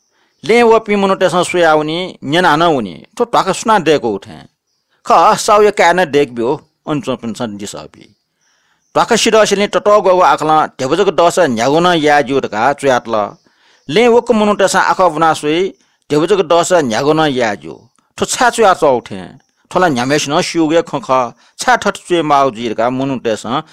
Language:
Newari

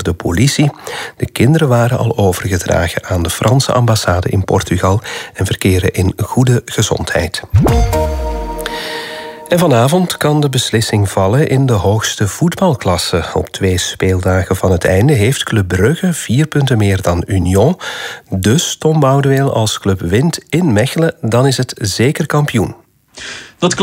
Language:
Dutch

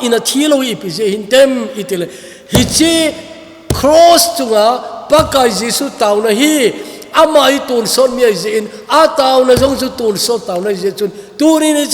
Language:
Thado Chin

